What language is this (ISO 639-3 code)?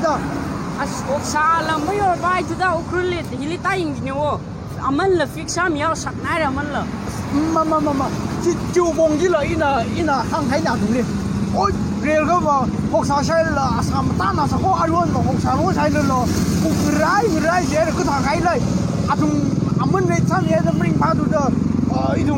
nmf